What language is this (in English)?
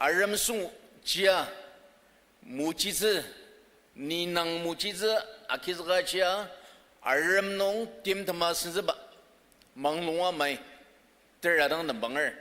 Ao Naga